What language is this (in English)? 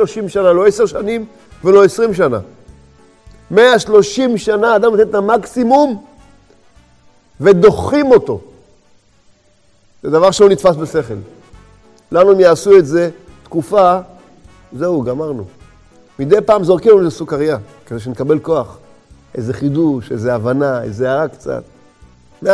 Hebrew